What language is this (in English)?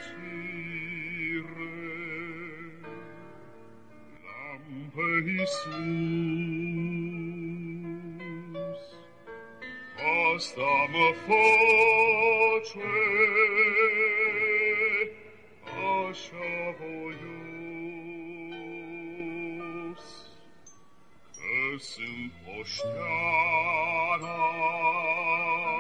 Romanian